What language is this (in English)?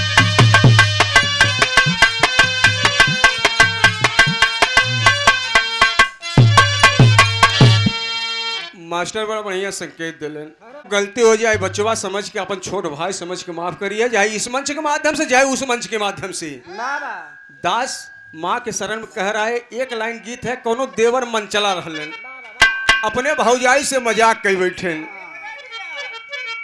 Bhojpuri